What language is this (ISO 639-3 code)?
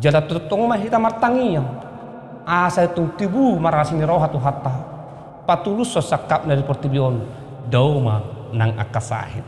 bbc